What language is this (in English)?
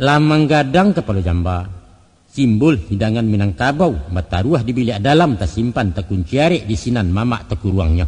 Minangkabau